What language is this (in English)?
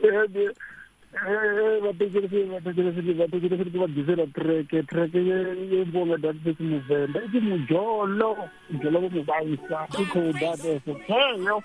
Venda